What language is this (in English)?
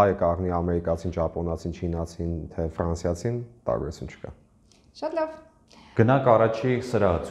Armenian